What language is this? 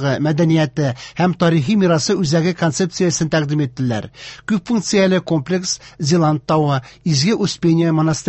Tatar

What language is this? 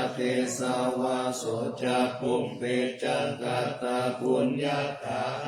Pali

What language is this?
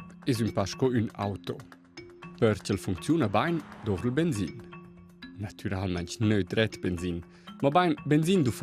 Romansh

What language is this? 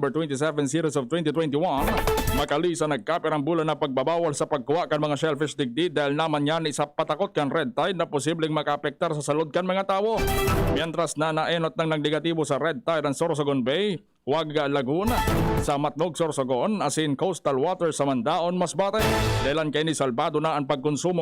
Bikol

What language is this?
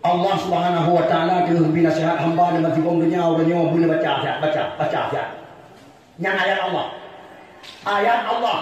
Achinese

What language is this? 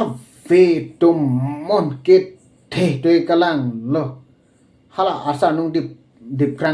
Karbi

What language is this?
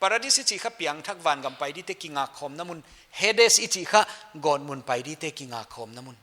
Paite Chin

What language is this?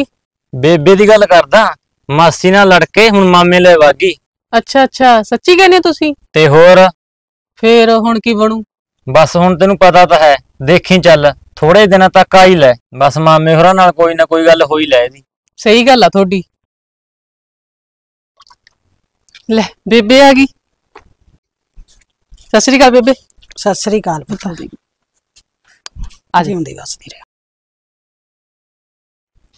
Punjabi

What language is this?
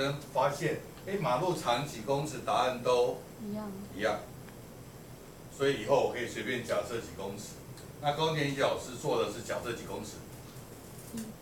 Chinese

